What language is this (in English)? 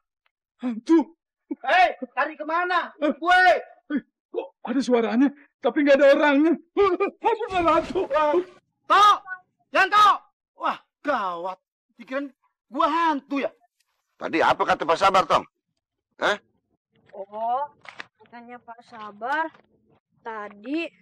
Betawi